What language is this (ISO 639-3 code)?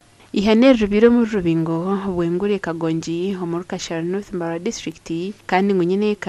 nyn